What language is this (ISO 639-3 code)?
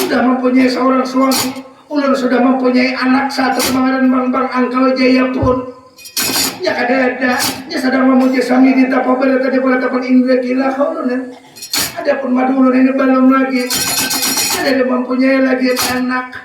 bjn